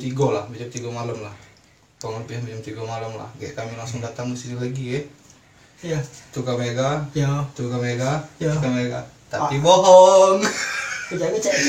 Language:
Musi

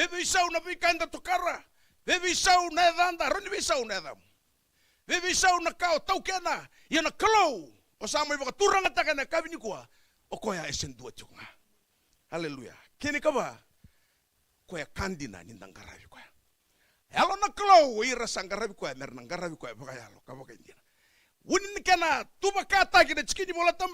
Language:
Fijian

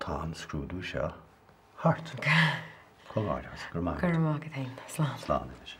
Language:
Irish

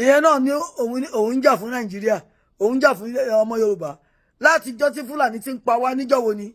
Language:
Yoruba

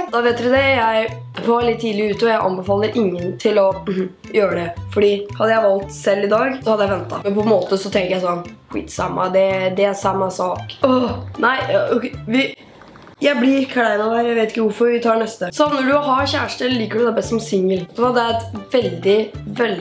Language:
Norwegian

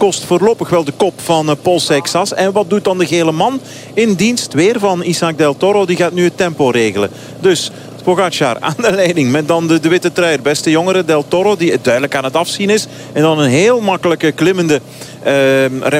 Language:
Dutch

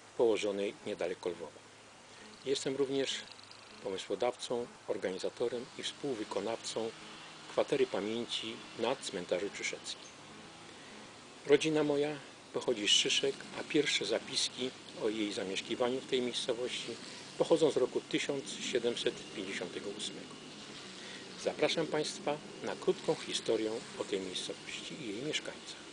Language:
Polish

